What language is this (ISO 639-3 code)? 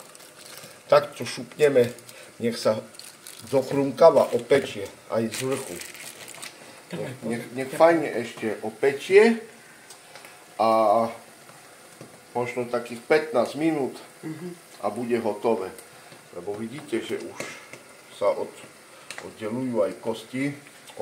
slk